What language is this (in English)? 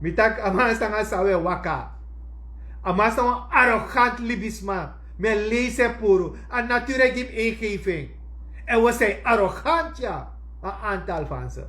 Sranan Tongo